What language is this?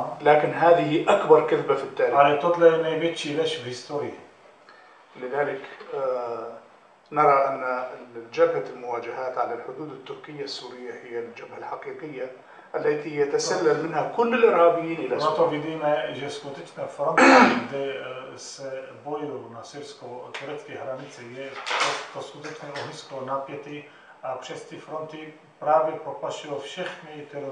Arabic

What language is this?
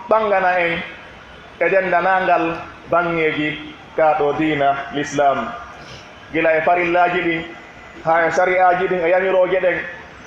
Pular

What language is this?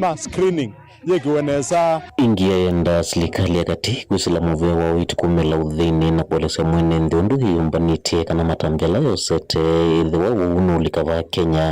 Kamba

